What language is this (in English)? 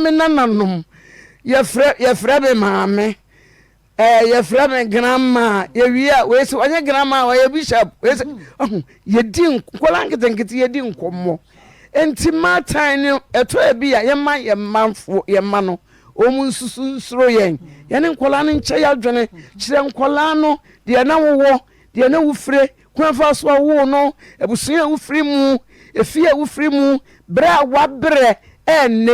Akan